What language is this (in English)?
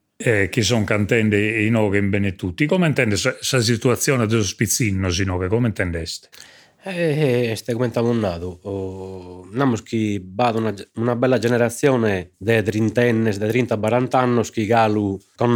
Sardinian